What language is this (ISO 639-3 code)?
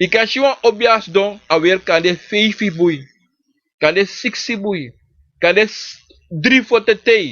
srn